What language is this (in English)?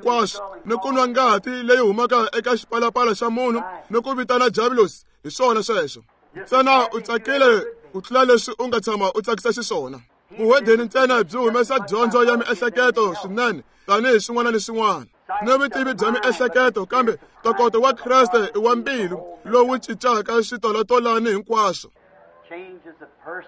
Tsonga